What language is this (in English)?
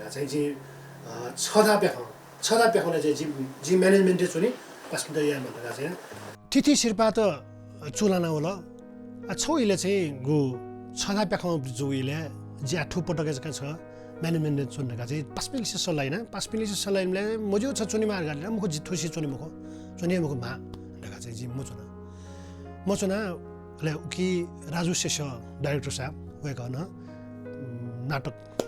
Newari